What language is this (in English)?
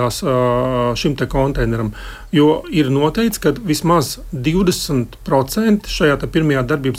Latvian